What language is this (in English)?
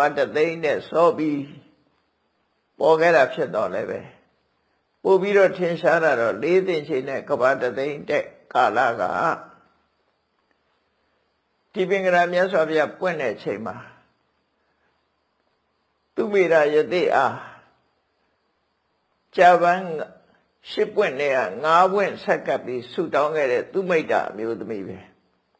Burmese